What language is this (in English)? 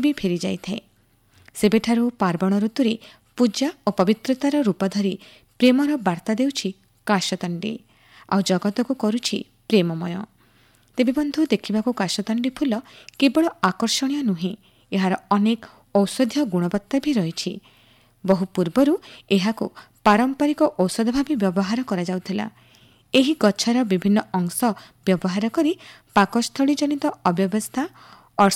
Odia